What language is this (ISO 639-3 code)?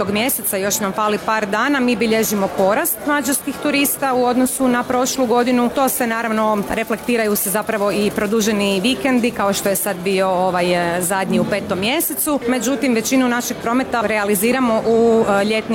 hrv